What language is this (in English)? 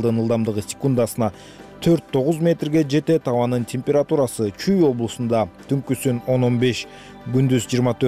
Kyrgyz